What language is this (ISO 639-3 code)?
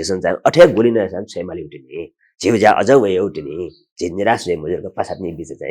new